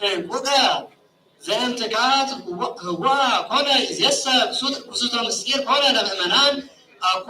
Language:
Geez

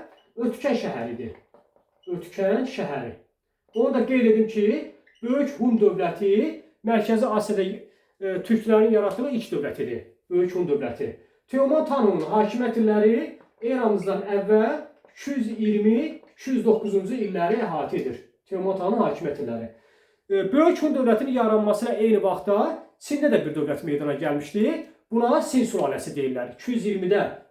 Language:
Azerbaijani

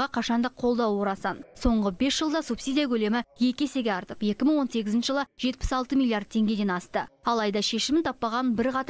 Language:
Kazakh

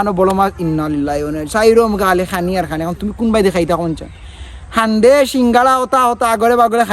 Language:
Sylheti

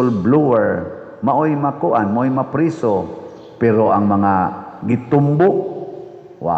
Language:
Cebuano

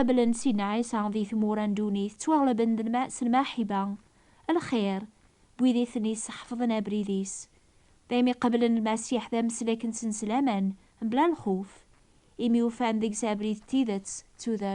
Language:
Kabyle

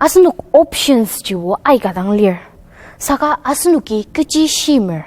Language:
Ao Naga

